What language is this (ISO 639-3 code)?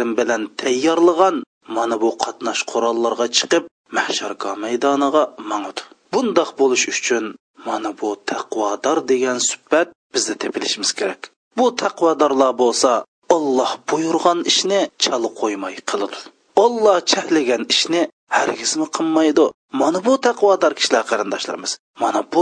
uig